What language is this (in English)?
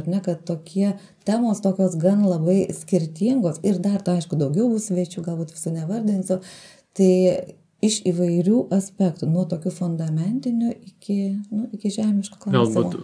Lithuanian